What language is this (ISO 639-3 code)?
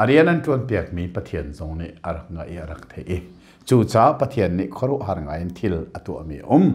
cnh